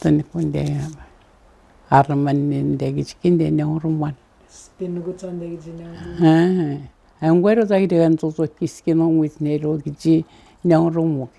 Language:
Atikamekw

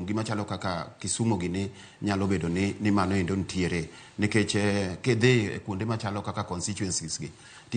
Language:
Luo (Kenya and Tanzania)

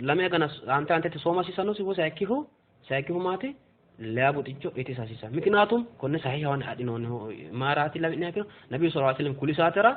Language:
Sidamo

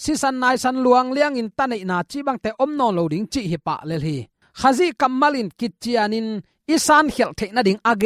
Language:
Tedim Chin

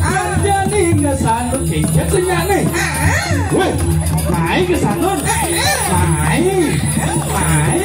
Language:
Balinese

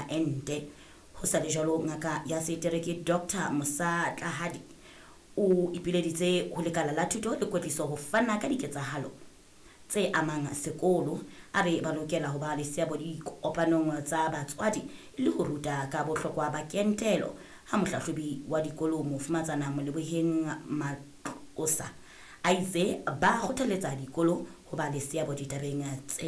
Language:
Southern Sotho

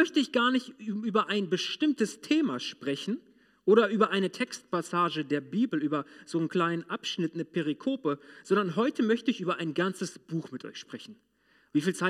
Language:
German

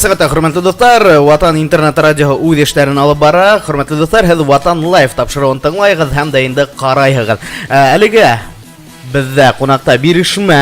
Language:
Bashkir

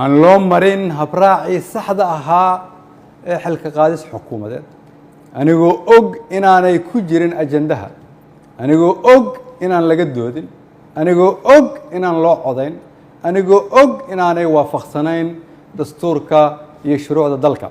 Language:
Somali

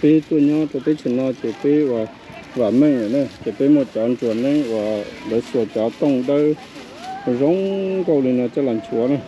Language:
Hmong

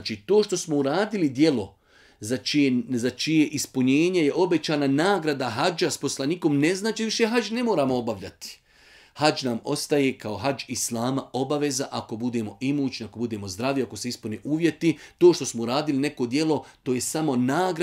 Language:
Bosnian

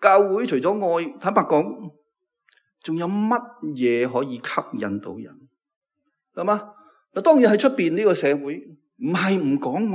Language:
Cantonese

